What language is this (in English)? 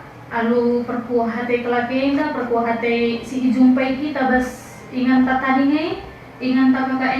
Batak Karo